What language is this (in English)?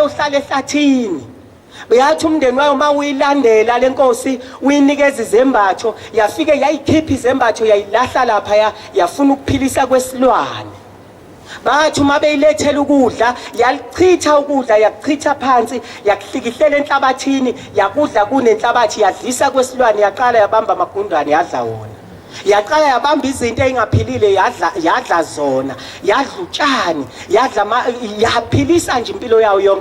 Zulu